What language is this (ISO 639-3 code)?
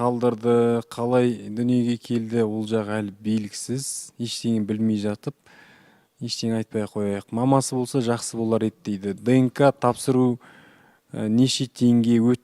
kaz